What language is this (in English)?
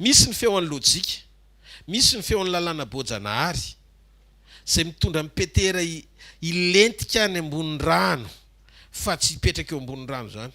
Malagasy